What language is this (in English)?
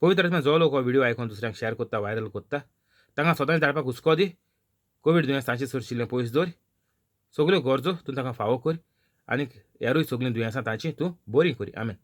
Konkani